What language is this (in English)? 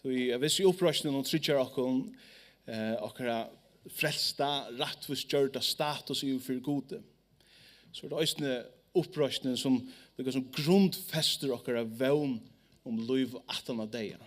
Faroese